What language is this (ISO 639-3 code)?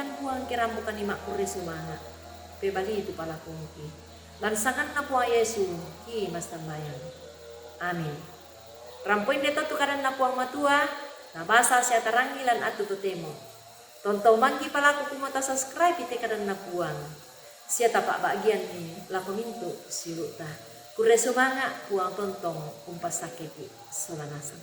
sda